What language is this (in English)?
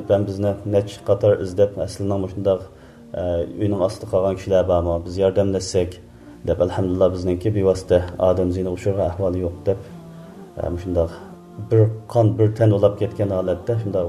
Uyghur